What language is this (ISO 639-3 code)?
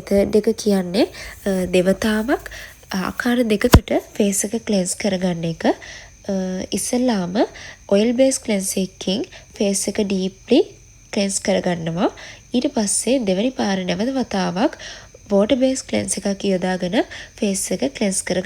sin